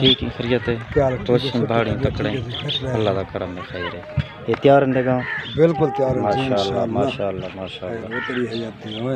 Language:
Saraiki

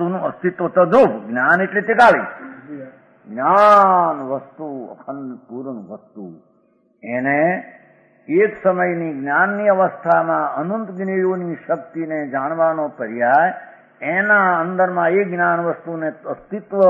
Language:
Gujarati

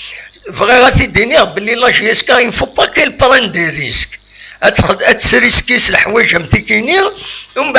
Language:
Kabyle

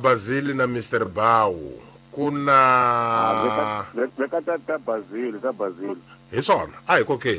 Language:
Tsonga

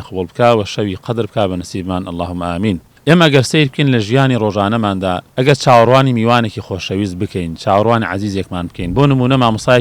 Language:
Central Kurdish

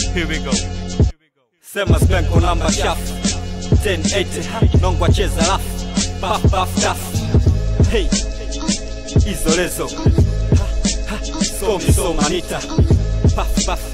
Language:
Swahili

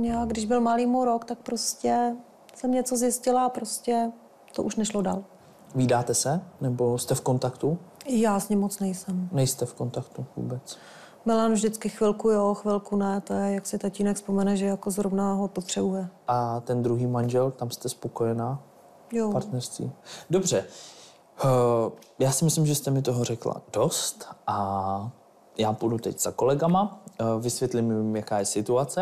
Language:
Czech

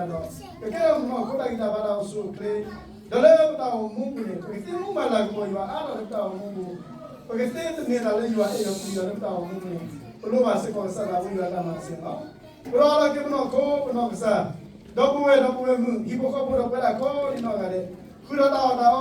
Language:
S'gaw Karen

